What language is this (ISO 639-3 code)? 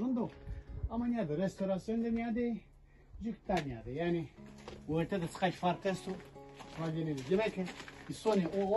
zza